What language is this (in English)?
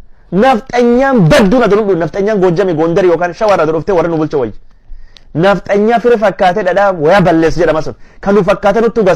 Oromo